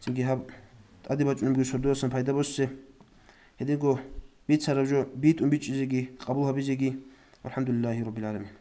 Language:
Avaric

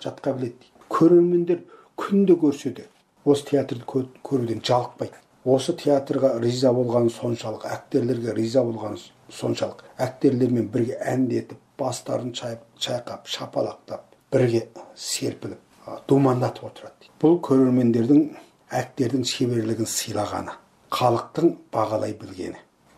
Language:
Kazakh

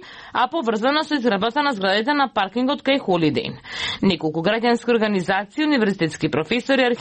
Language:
Macedonian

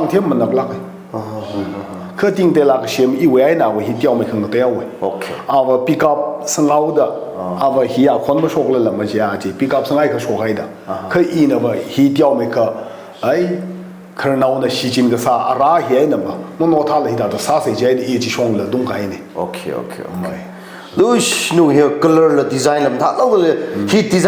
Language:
Tangkhul Naga (India)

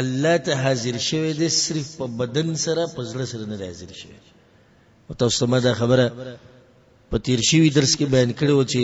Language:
Pashto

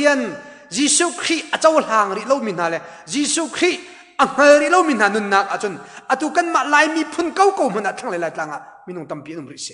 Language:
Hakha Chin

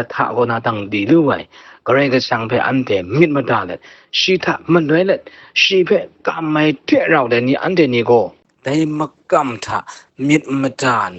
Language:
Kachin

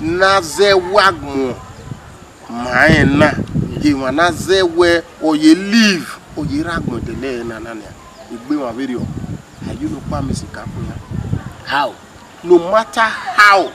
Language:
Bini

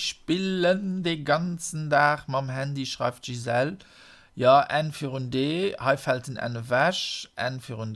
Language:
Luxembourgish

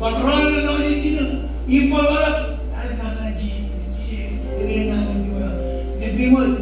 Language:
Marshallese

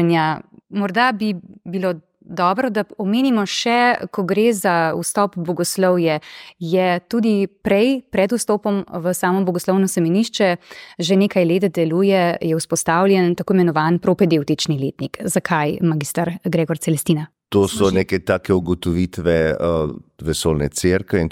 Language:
Slovenian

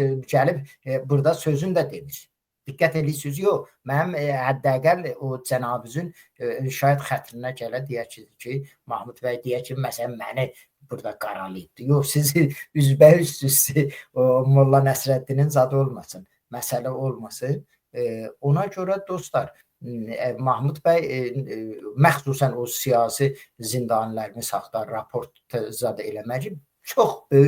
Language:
Azerbaijani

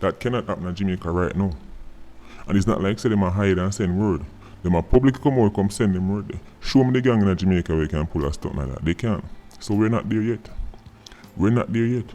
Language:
Jamaican Creole English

